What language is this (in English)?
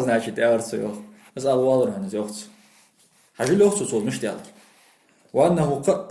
Ingush